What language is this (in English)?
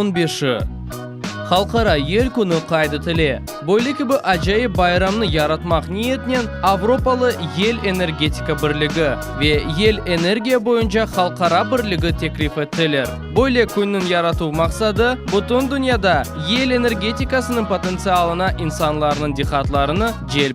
Crimean Tatar